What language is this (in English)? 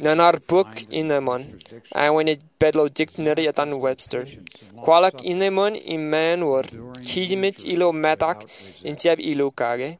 Marshallese